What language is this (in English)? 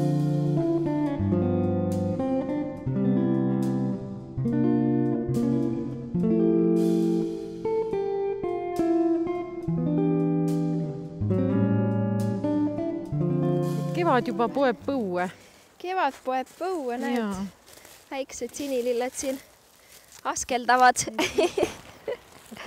Estonian